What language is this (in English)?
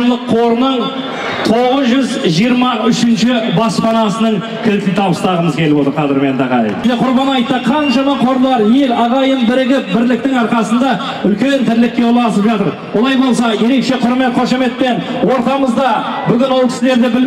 Kazakh